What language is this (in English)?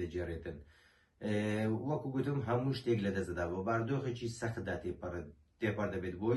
Central Kurdish